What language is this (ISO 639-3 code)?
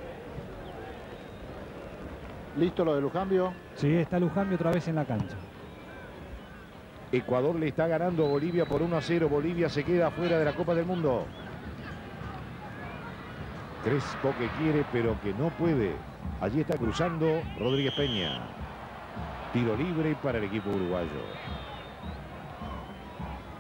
spa